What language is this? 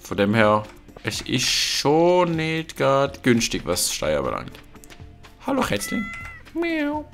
Swiss German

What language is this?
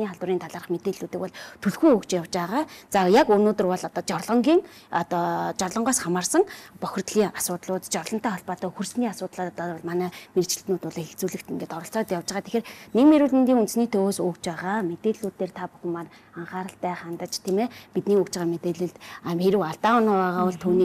Mongolian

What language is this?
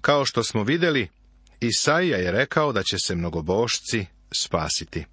Serbian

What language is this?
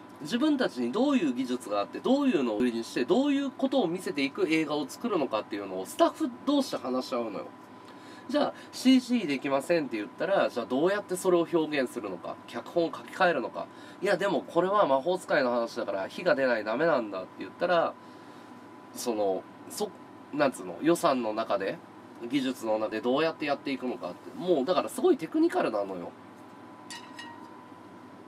Japanese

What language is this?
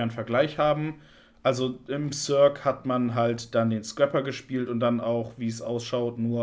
German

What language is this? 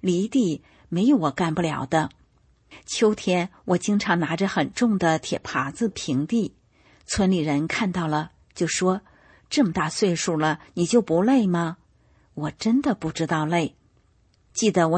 Chinese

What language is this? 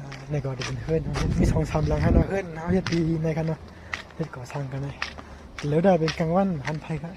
Shan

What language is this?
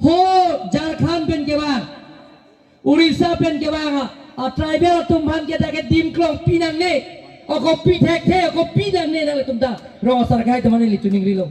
Karbi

